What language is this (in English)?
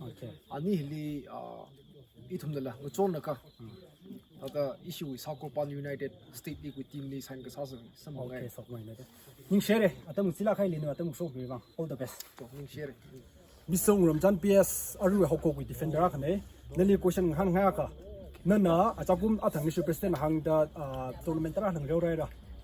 Tangkhul Naga (India)